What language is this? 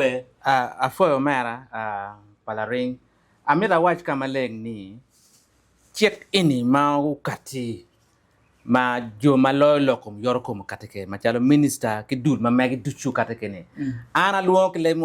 Acoli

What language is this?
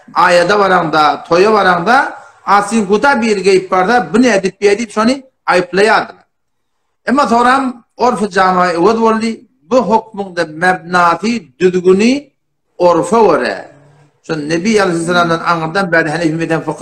Turkmen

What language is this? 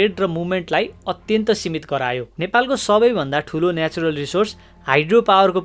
Nepali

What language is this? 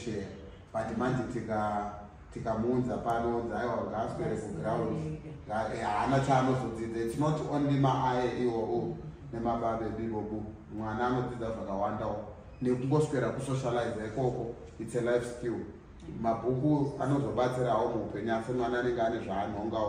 Shona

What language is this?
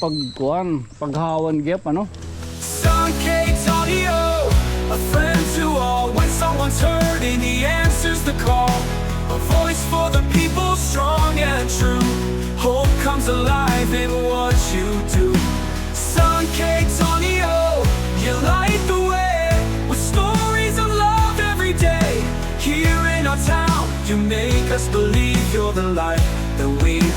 Waray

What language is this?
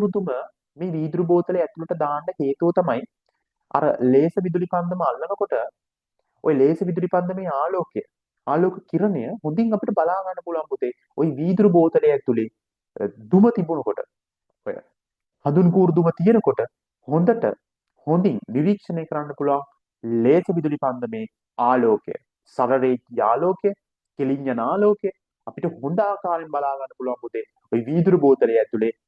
Sinhala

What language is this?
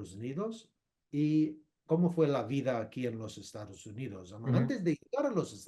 Ladino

